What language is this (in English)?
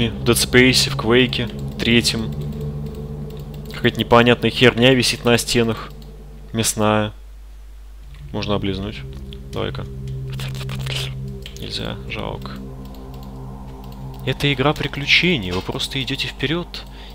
Russian